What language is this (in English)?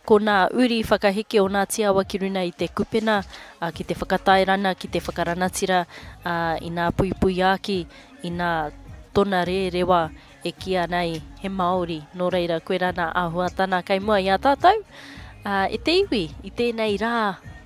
Māori